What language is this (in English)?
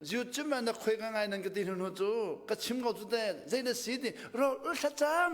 Hakha Chin